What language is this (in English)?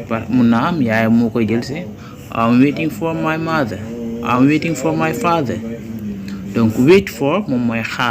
Wolof